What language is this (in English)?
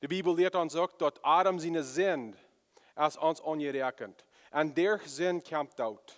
Plautdietsch